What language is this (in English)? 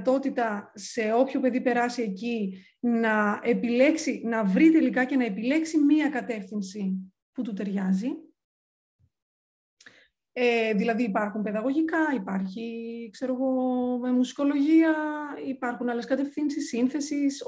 Greek